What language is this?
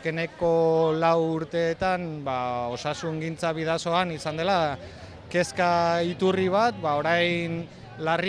Basque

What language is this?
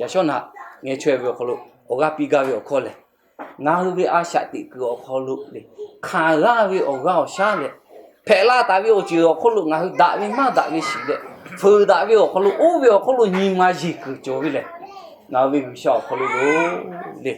Lahu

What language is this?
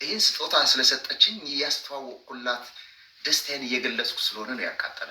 Amharic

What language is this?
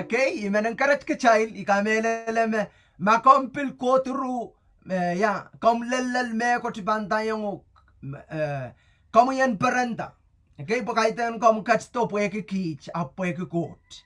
Pohnpeian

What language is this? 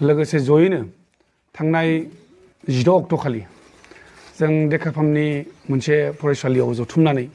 Bodo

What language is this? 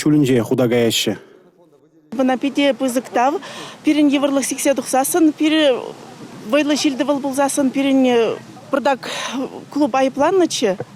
Chuvash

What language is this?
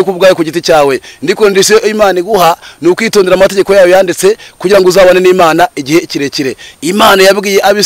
Kinyarwanda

